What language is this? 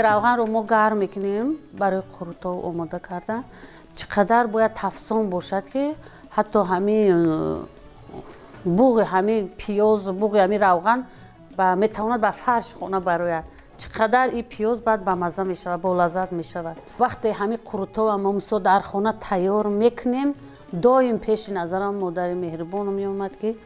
Tajik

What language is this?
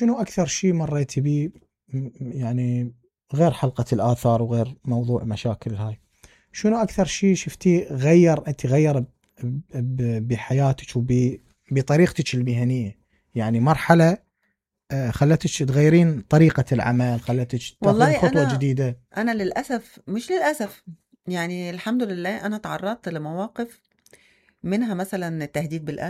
Mesopotamian Arabic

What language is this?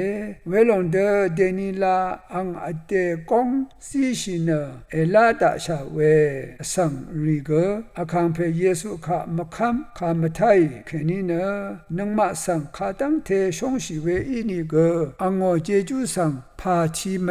Rawang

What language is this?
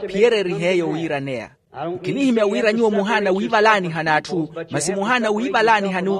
Makhuwa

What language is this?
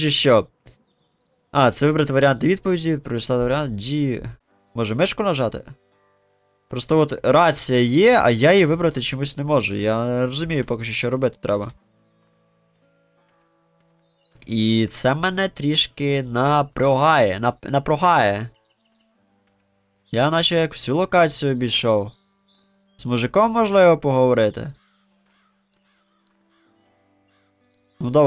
Ukrainian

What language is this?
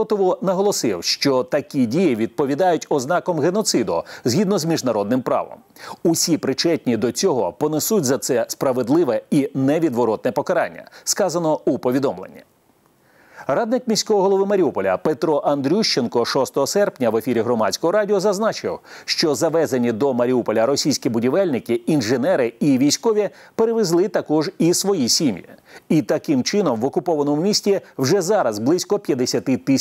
Ukrainian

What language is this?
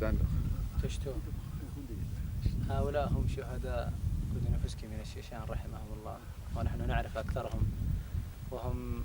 Chechen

